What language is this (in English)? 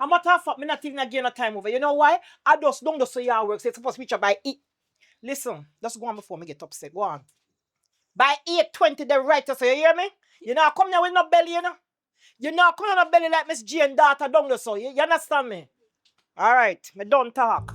Jamaican Creole English